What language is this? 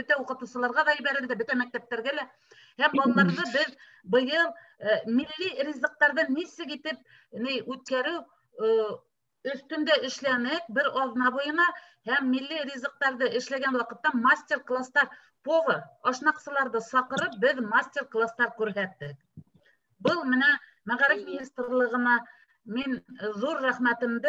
Bashkir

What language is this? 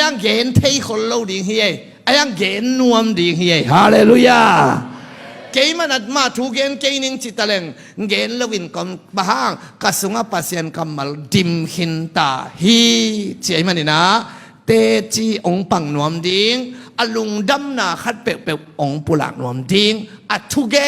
Tedim Chin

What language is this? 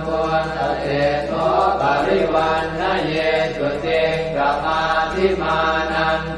Pali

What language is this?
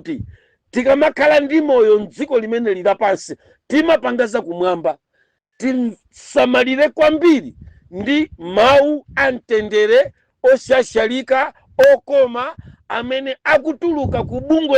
Nyanja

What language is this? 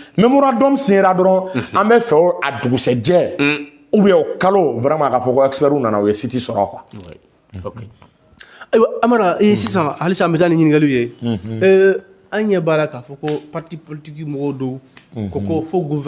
Bambara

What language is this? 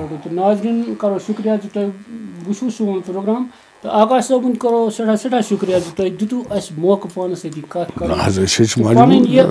Kashmiri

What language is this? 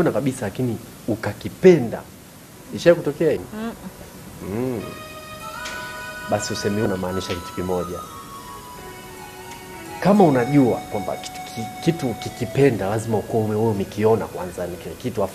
Swahili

